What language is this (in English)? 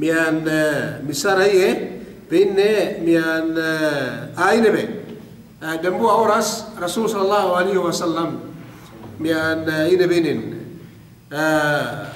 Yakan